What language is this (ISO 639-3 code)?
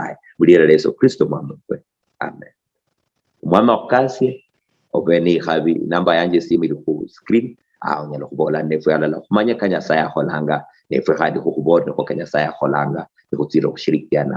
luy